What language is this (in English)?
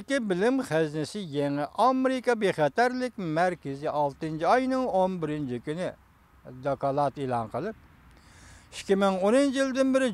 Uyghur